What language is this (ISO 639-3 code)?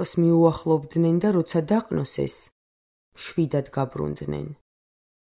kat